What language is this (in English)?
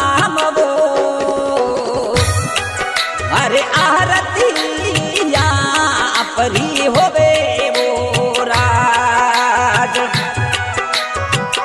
Bhojpuri